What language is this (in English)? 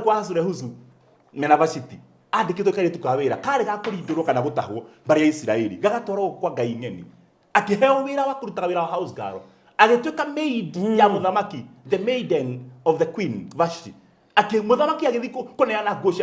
Kikuyu